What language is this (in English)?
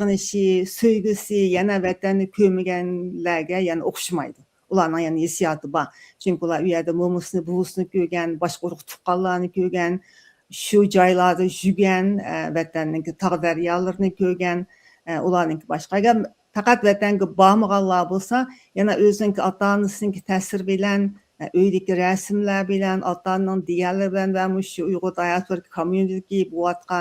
Uyghur